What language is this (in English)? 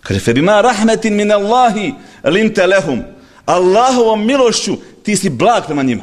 Bosnian